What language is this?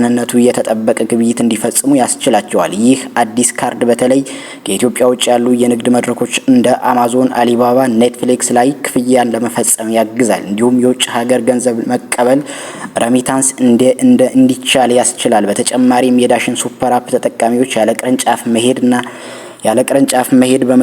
Amharic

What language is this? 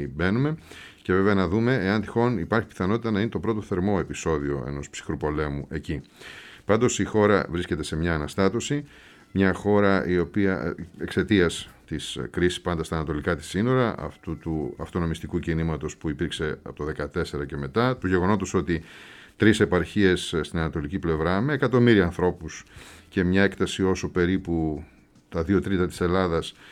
Greek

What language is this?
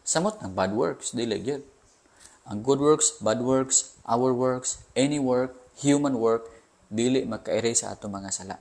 Cebuano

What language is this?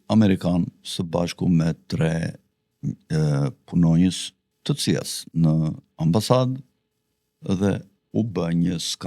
Albanian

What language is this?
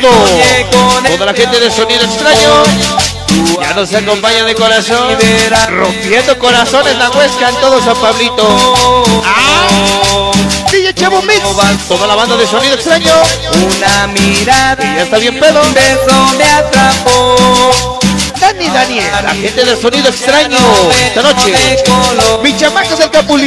Spanish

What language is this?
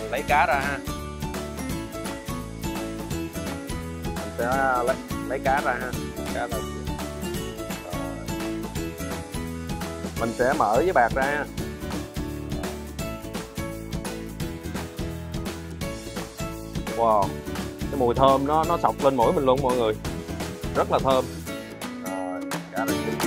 Vietnamese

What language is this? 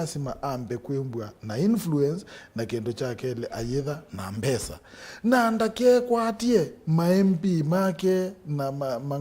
Kamba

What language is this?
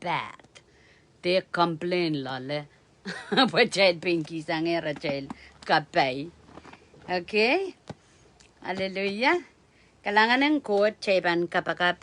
Pohnpeian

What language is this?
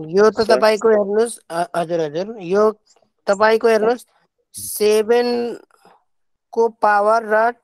Nepali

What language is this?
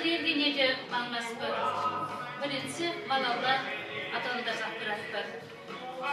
Chuvash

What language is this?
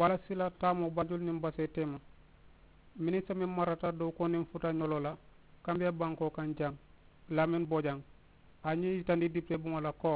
Mandingo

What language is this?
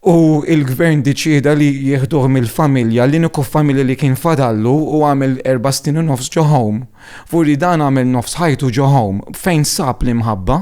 Maltese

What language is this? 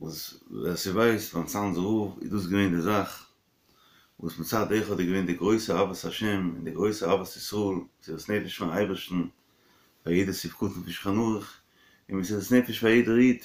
Yiddish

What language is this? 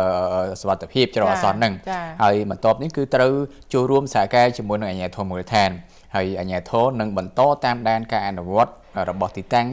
Khmer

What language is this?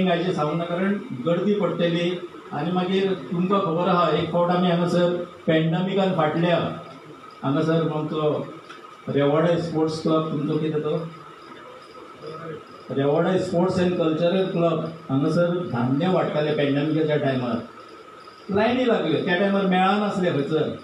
Konkani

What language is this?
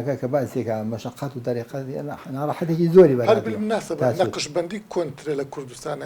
Central Kurdish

